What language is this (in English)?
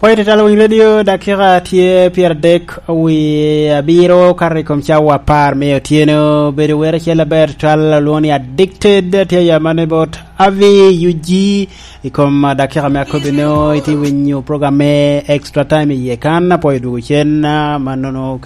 Lango (Uganda)